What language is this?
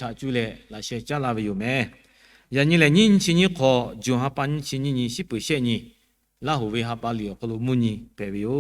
Lahu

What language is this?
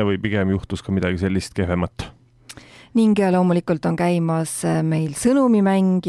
Estonian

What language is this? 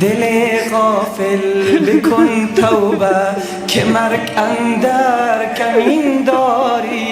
Tajik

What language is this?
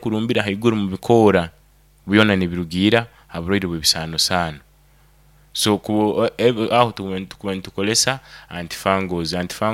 Nyoro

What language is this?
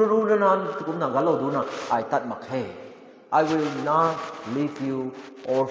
Rongmei Naga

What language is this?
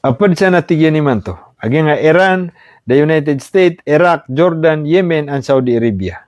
Maranao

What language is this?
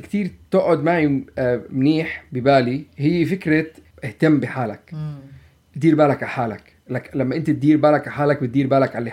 North Levantine Arabic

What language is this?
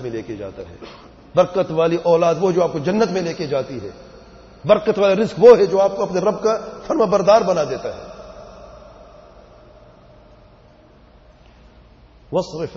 Urdu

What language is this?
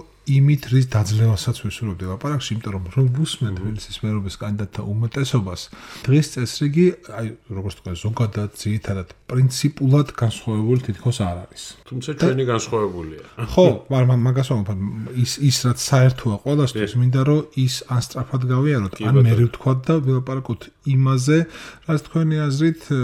Georgian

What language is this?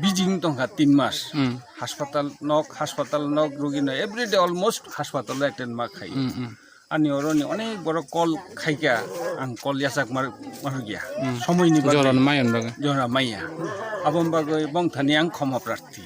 Kok Borok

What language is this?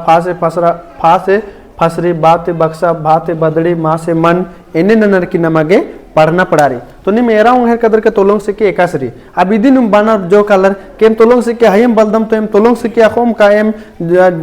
Kurukh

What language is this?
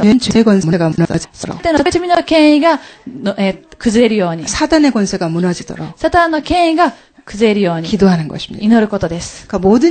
Korean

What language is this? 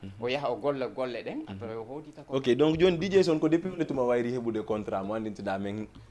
Fula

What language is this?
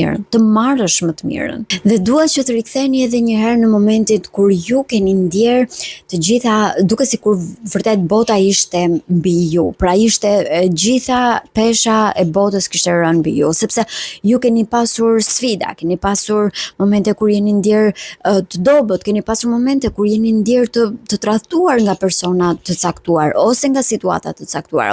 Albanian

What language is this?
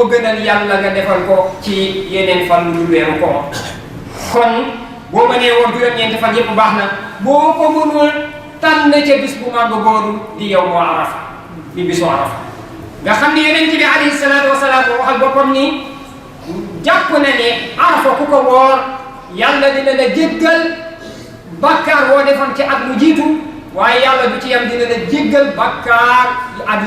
Wolof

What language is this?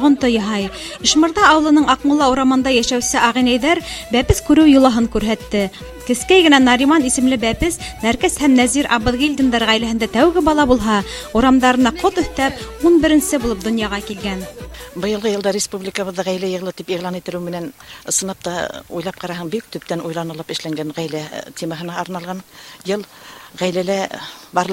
Bashkir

